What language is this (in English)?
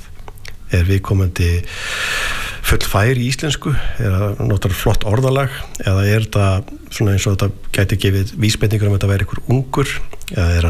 Icelandic